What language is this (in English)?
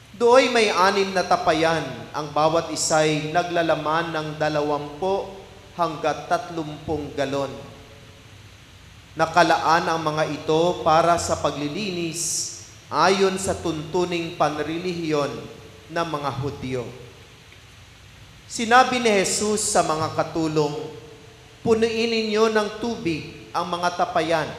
Filipino